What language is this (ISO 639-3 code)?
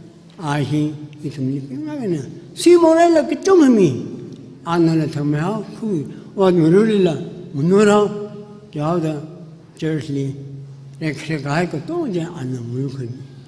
nmf